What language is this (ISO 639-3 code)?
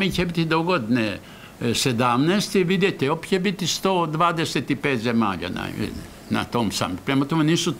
hrv